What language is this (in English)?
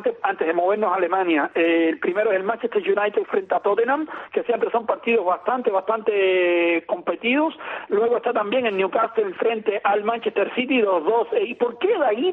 Spanish